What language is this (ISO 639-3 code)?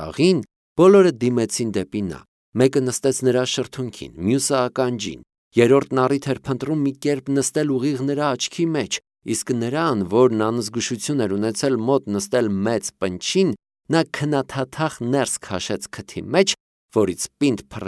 hye